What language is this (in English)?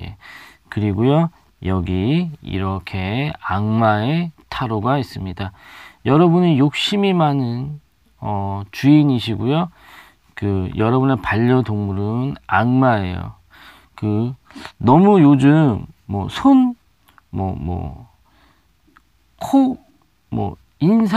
Korean